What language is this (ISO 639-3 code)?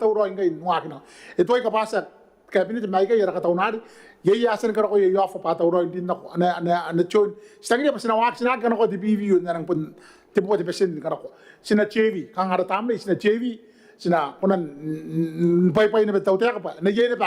gil